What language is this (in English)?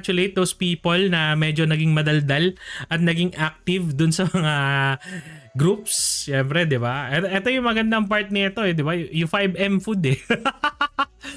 Filipino